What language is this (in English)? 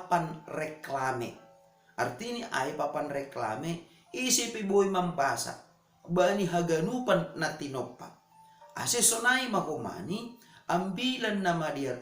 Batak Simalungun